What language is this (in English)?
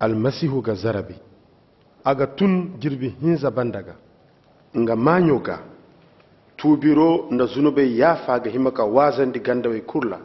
Koyraboro Senni